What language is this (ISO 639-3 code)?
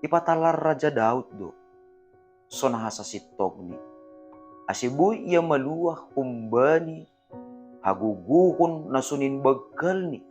bts